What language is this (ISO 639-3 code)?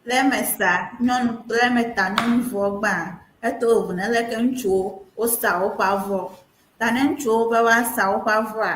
ewe